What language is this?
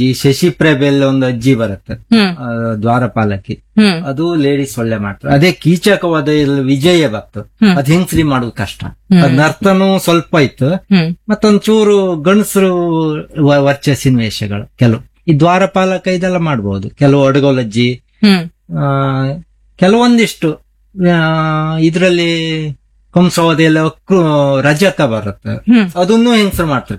Kannada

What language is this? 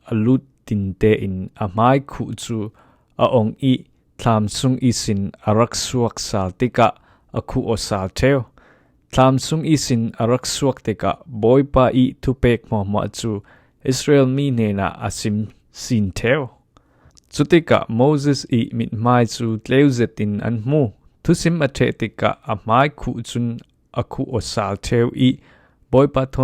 Falam Chin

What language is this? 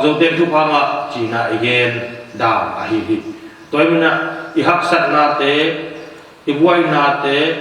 Tedim Chin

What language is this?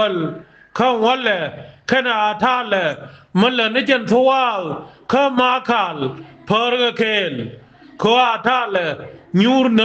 Nuer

